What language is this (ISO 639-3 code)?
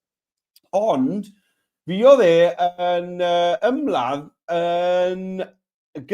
cym